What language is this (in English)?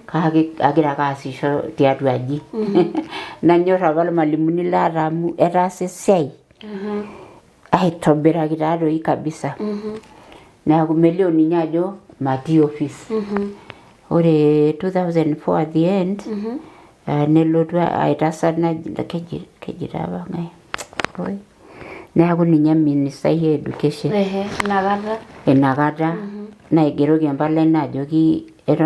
Masai